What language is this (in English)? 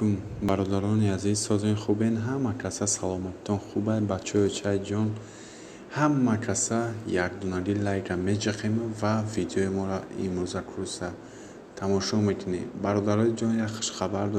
Tajik